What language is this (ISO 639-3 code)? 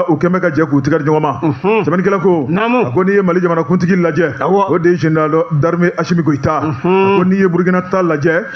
bam